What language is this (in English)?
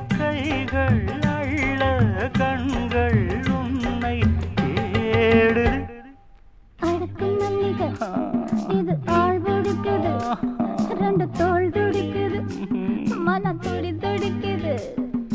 Tamil